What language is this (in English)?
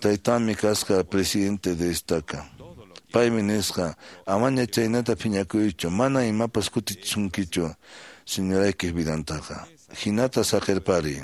Quechua